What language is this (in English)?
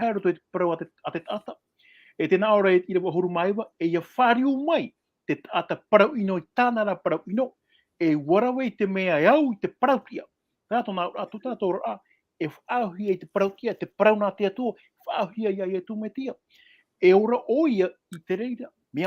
Tahitian